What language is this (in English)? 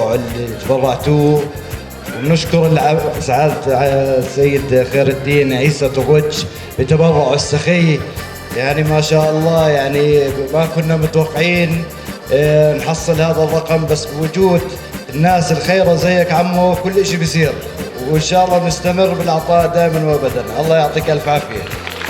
North Levantine Arabic